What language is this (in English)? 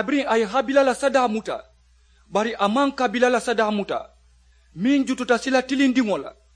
Mandingo